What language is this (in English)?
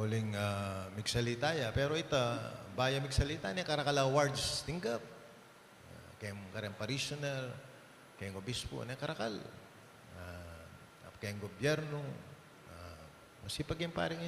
Pampanga